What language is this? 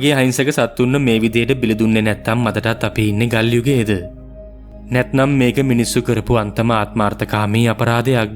Sinhala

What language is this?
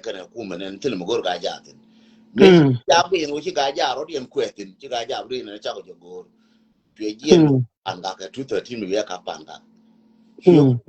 Nuer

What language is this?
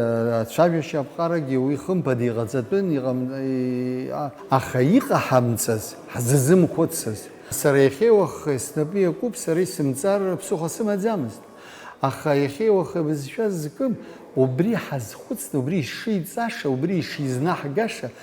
Abkhazian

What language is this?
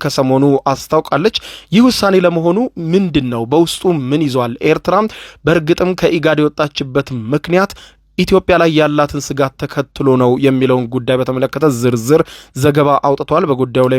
Amharic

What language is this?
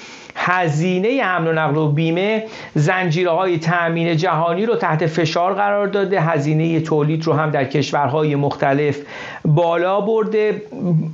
Persian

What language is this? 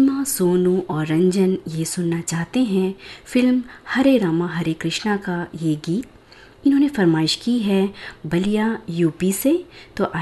Hindi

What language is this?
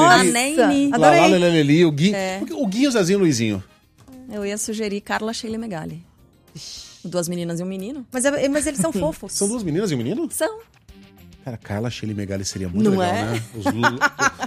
Portuguese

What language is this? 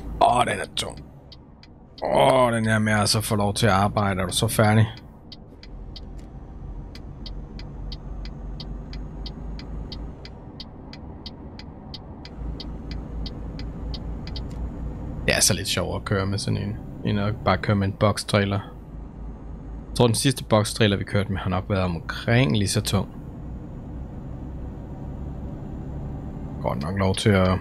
Danish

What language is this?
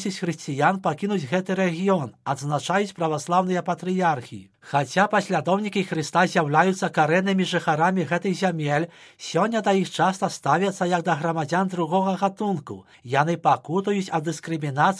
Belarusian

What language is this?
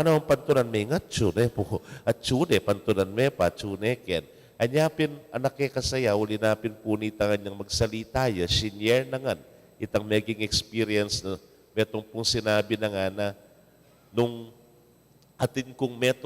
Pampanga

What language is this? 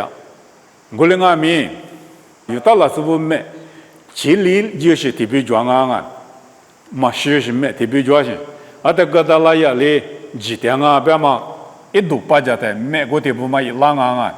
Lisu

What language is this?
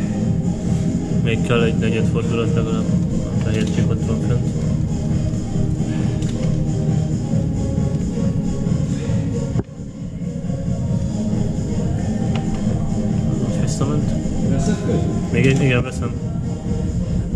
Hungarian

